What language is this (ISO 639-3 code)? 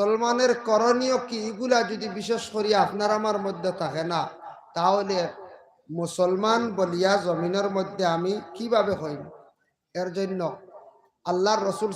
syl